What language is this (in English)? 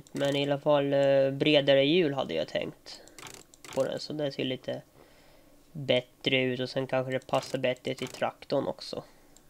Swedish